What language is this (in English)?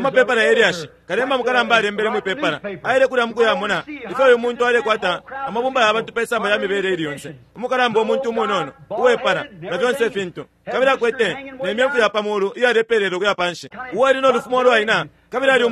Bemba